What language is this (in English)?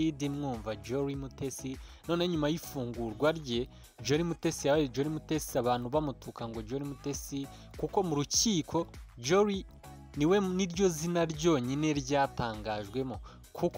Kinyarwanda